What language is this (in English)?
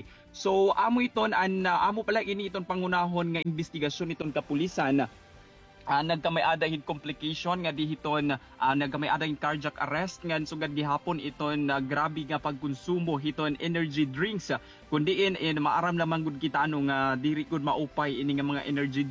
Waray